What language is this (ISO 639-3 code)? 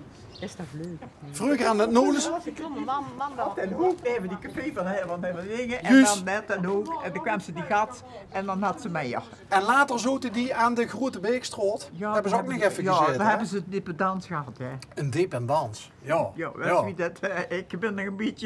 lim